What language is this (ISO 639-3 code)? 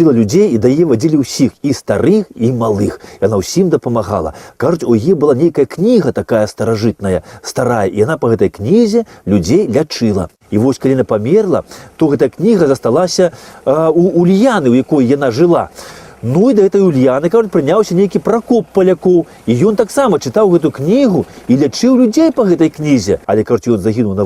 bel